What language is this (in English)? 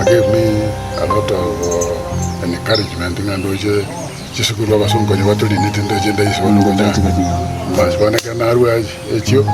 Gusii